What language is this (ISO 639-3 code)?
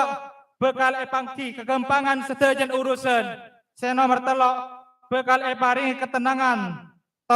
mad